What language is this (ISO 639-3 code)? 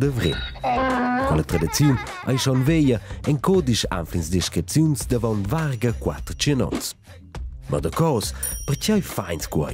roh